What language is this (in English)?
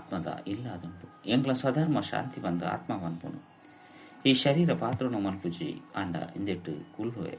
Tulu